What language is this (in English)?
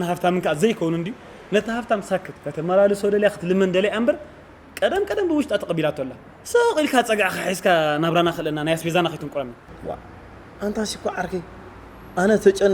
Tigrinya